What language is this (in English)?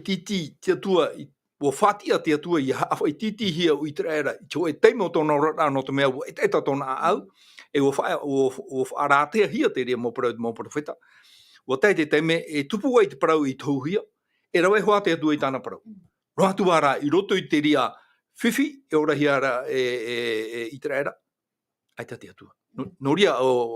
Tahitian